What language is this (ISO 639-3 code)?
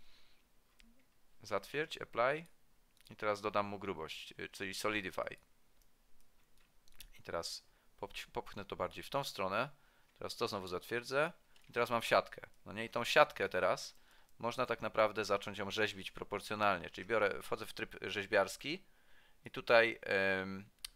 pol